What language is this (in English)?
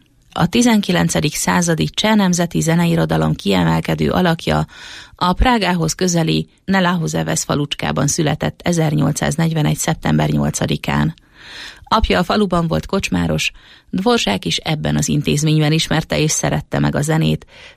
Hungarian